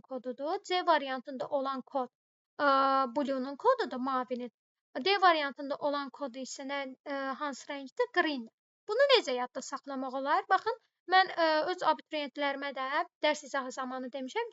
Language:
Azerbaijani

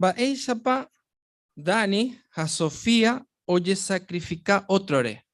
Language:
Guarani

